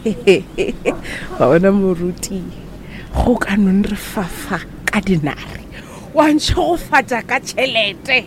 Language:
Northern Sotho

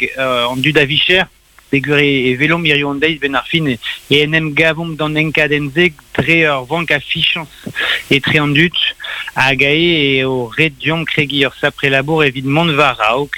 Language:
Breton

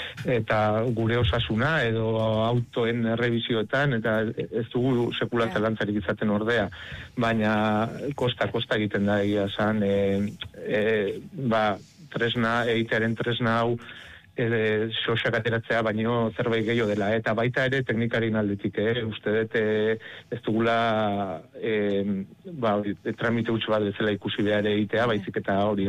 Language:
Basque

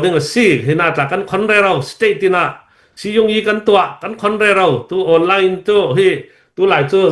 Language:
Hakha Chin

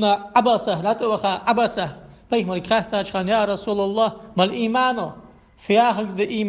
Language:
Ingush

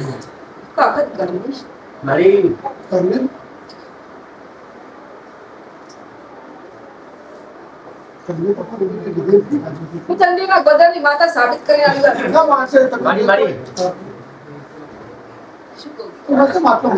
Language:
Gujarati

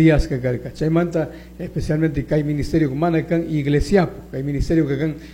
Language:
Chimborazo Highland Quichua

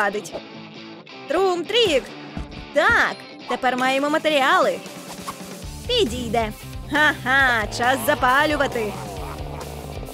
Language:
Ukrainian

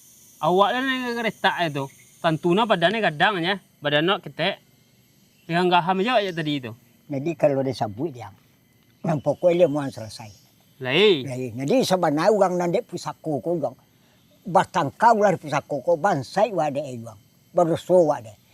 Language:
Minangkabau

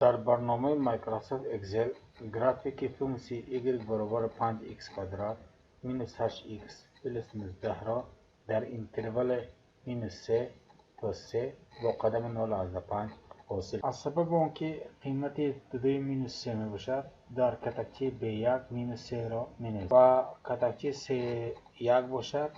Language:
Tajik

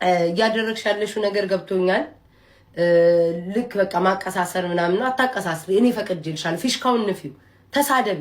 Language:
Amharic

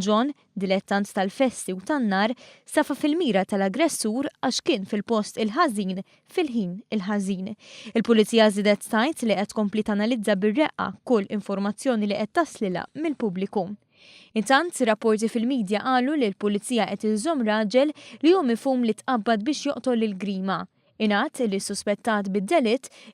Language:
Maltese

